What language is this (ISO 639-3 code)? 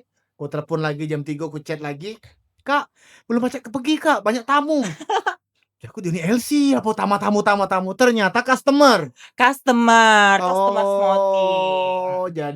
mui